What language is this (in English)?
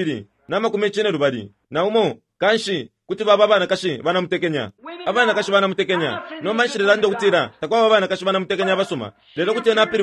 Bemba